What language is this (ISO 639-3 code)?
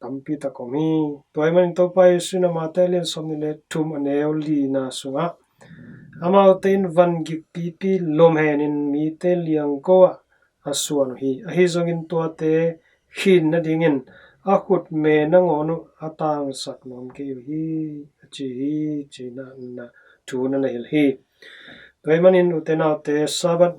ctd